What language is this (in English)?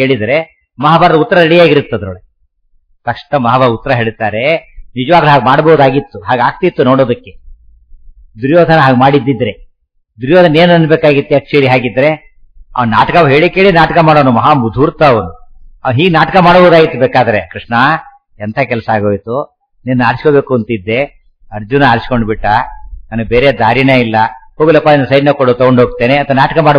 Kannada